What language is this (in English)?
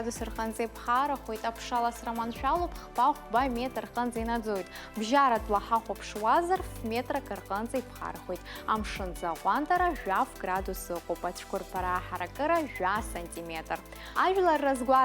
Abkhazian